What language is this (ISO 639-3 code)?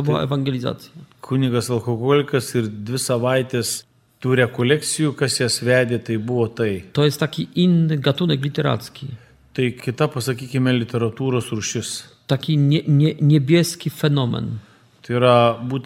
lit